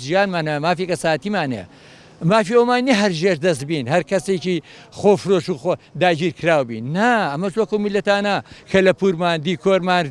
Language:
Central Kurdish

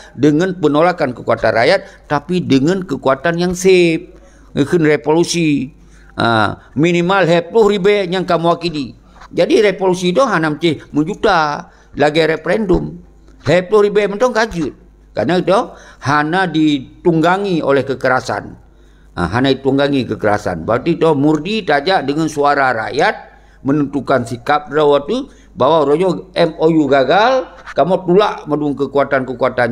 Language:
Achinese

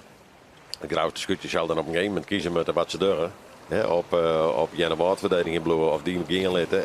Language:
Western Frisian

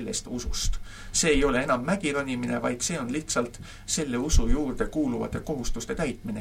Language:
Estonian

